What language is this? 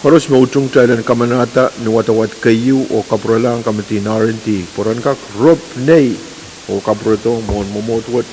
Pohnpeian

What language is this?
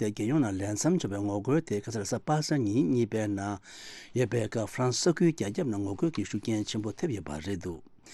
Tibetan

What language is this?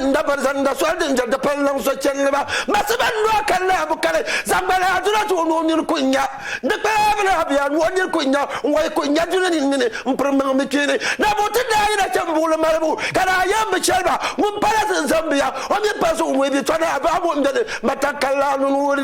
Dagbani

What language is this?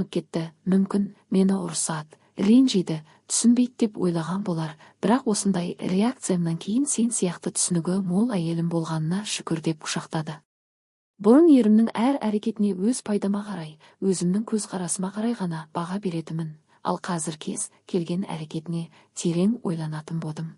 Kazakh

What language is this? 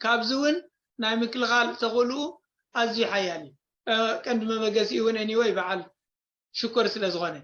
Tigrinya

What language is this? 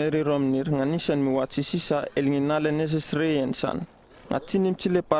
Uripiv-Wala-Rano-Atchin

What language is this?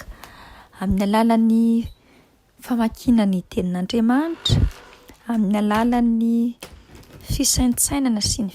Malagasy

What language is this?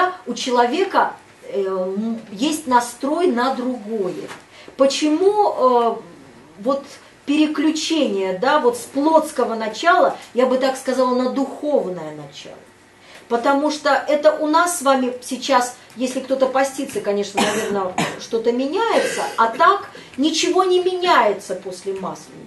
Russian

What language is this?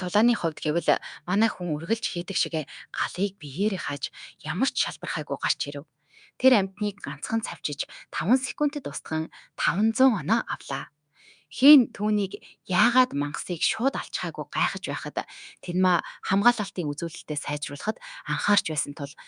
Mongolian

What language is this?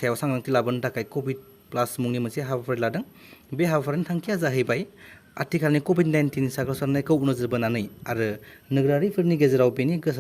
Bodo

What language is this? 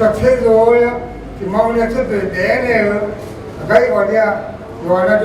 Akha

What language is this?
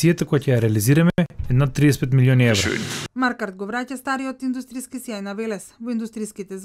Macedonian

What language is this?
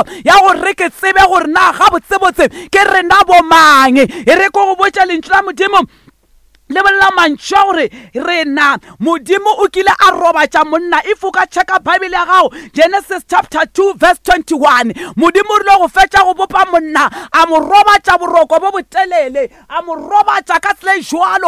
Northern Sotho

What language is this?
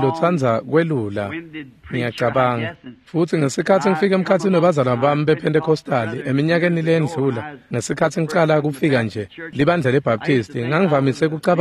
Swati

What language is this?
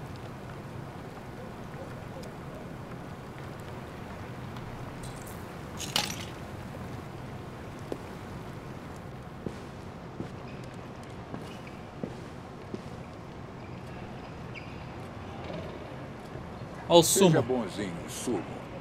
Portuguese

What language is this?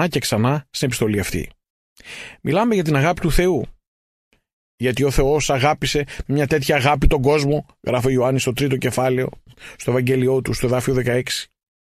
Greek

